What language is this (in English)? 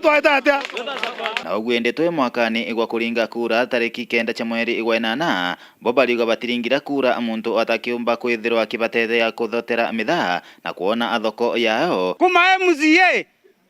Meru